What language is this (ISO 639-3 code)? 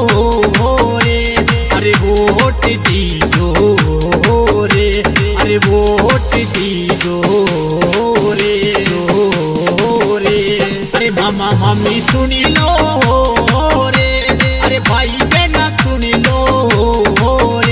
bho